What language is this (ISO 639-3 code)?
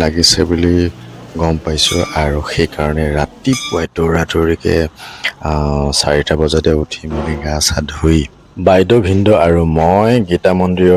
asm